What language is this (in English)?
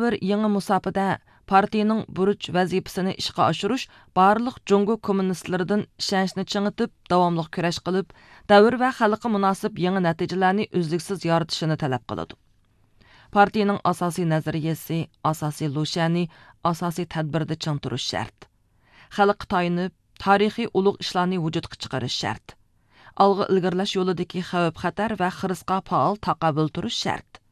Uyghur